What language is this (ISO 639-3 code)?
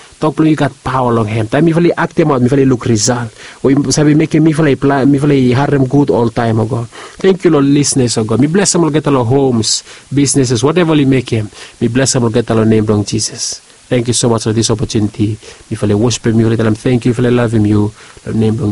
bis